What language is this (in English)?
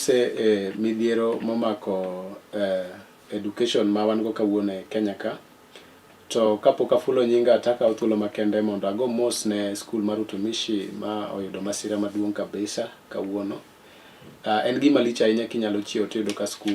Luo (Kenya and Tanzania)